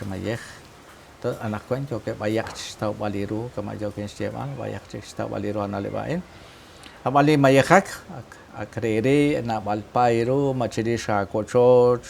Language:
Kekchí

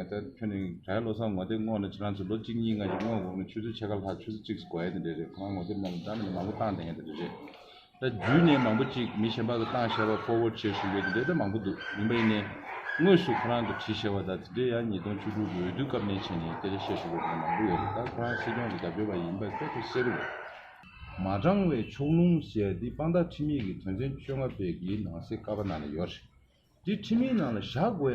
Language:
Tibetan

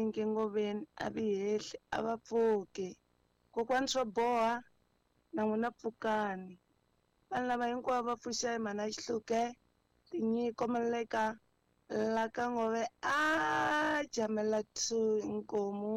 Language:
Tsonga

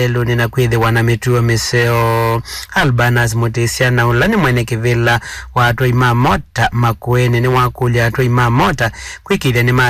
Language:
Kamba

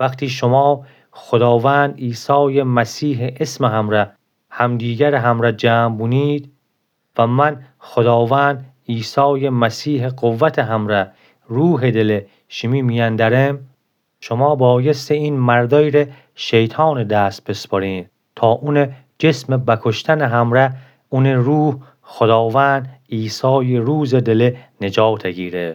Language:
Gilaki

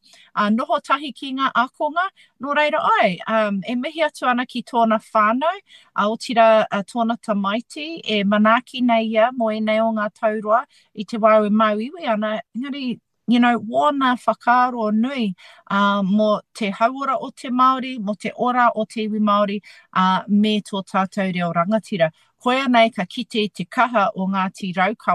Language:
Māori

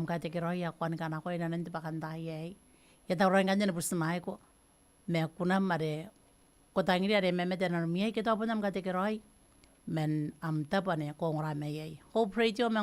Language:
Gilbertese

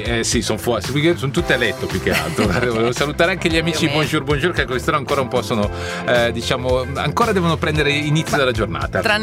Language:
Italian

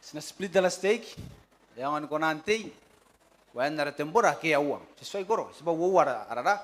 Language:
Gilbertese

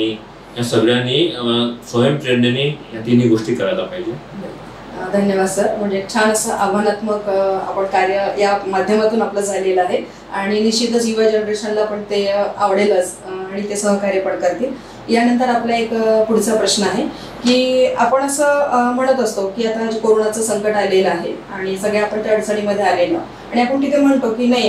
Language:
Marathi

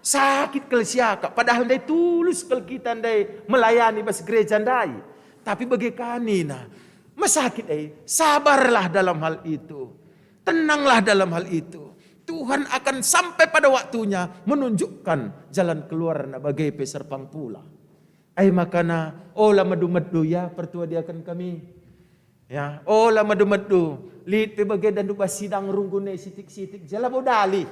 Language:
Batak Karo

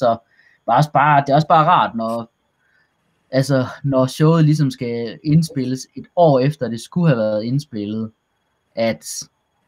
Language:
Danish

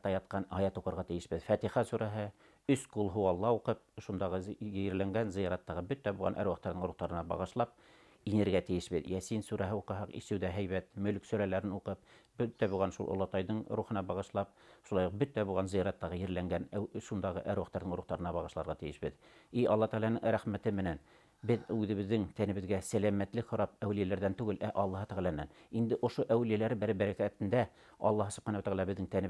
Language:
Bashkir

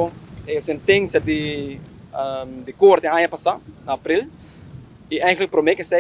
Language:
Papiamento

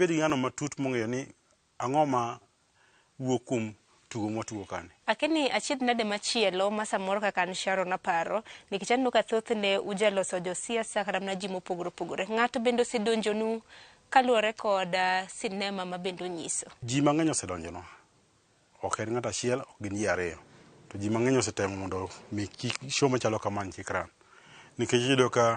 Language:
Luo (Kenya and Tanzania)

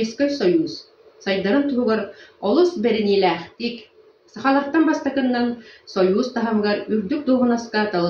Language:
Yakut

